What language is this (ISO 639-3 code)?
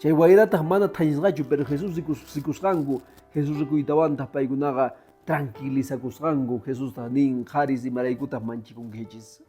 que